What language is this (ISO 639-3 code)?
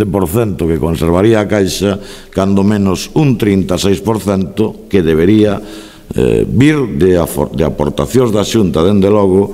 glg